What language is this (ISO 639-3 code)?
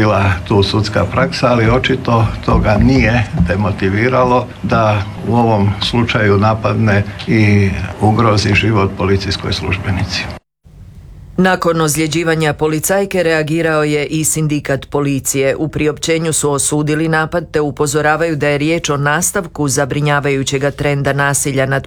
hrv